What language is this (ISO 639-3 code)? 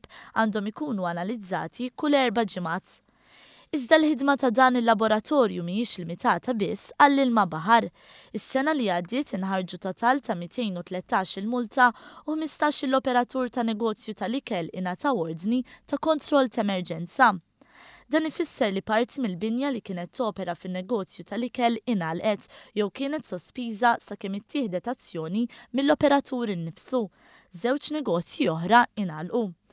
mlt